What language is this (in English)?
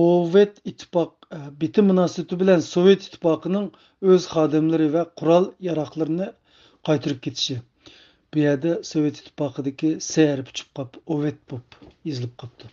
Uyghur